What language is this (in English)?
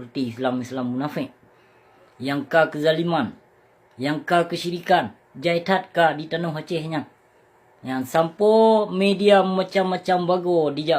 Achinese